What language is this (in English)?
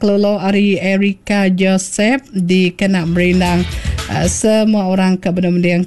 Iban